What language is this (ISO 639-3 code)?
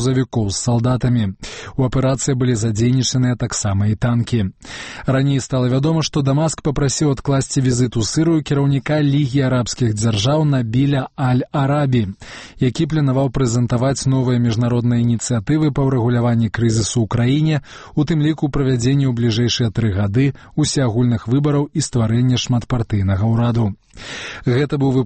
bel